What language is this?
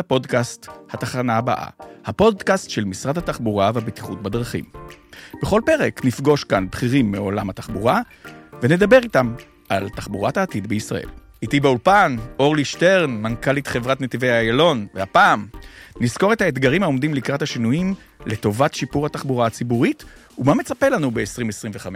Hebrew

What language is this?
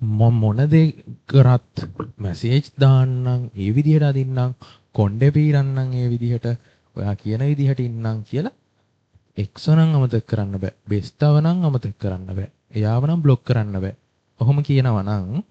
Sinhala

